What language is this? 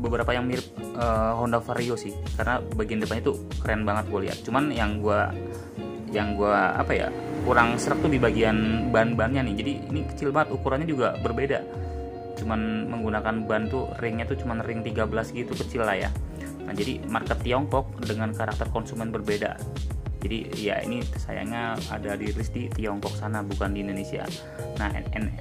Indonesian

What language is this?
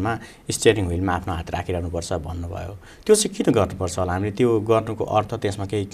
Nepali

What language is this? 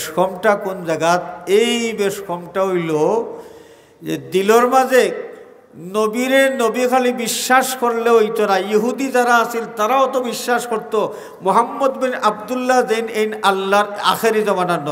Sylheti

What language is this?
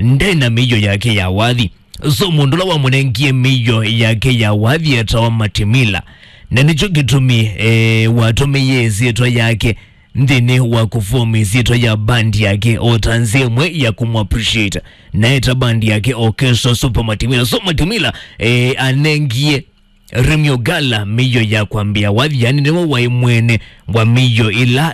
Kamba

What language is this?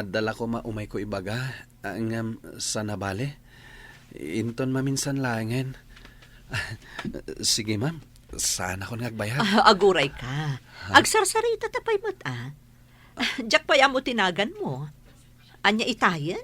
Iloko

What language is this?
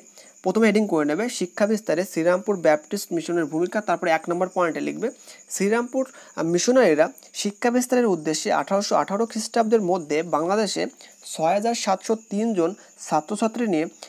Bangla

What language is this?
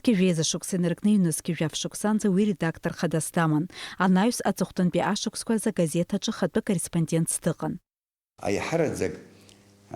Abkhazian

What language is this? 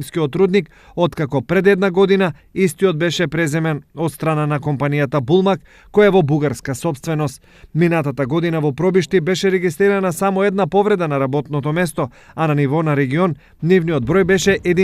Macedonian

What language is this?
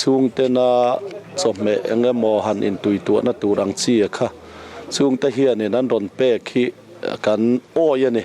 Mizo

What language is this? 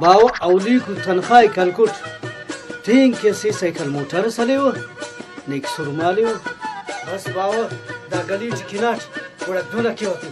Brahui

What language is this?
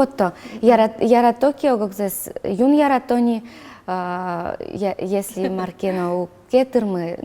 Udmurt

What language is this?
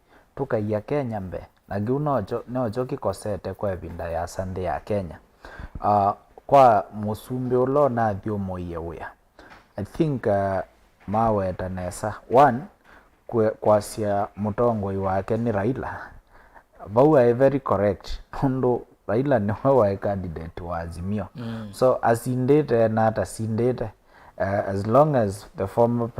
Kamba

